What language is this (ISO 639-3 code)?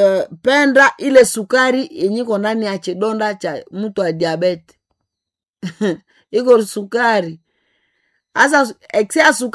swa